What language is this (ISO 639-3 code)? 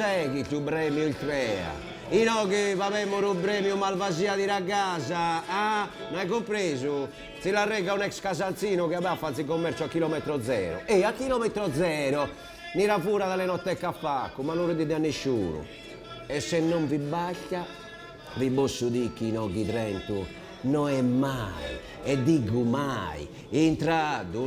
srd